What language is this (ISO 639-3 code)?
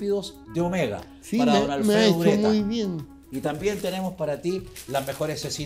spa